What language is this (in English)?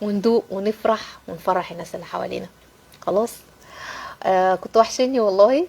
Egyptian Arabic